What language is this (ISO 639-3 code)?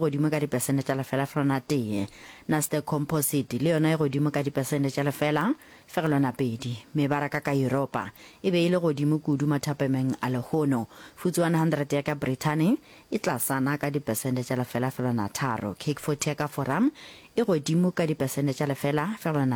nso